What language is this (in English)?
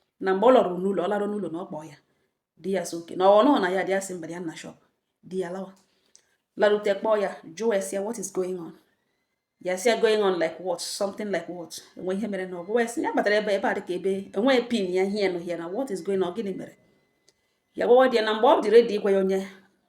Igbo